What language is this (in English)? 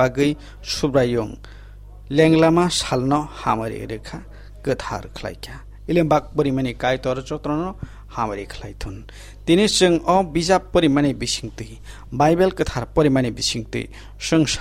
Kok Borok